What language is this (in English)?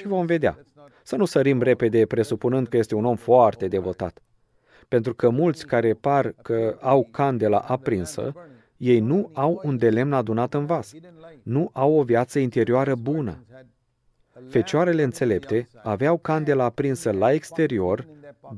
Romanian